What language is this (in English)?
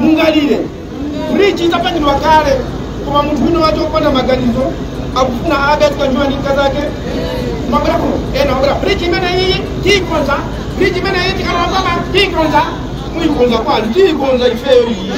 Nyanja